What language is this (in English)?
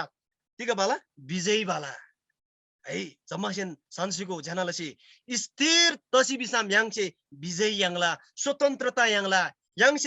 Eastern Tamang